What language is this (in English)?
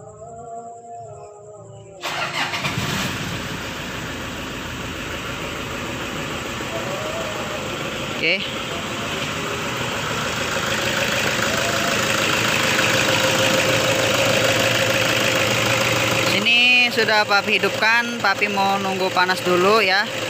Indonesian